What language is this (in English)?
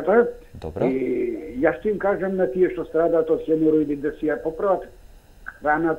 Macedonian